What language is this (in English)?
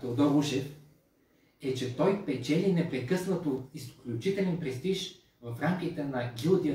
Bulgarian